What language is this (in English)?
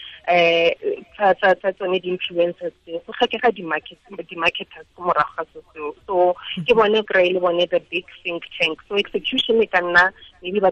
Tswana